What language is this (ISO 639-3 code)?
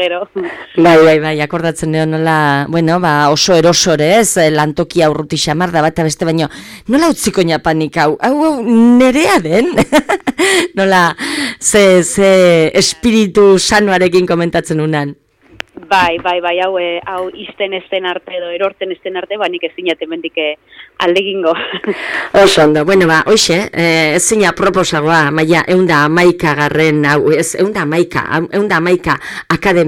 eus